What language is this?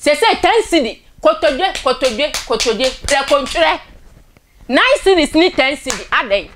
Akan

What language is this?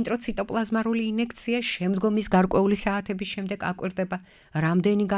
Georgian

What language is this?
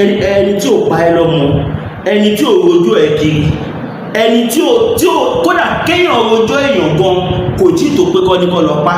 Yoruba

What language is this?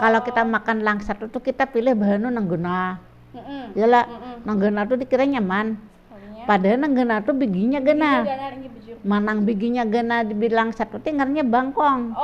Banjar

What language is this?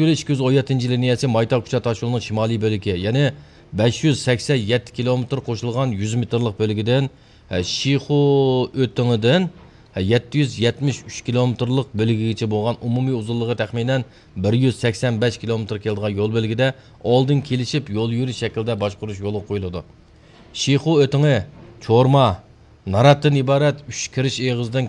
Uyghur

